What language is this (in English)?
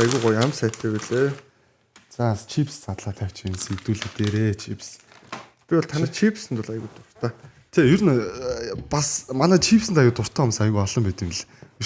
Mongolian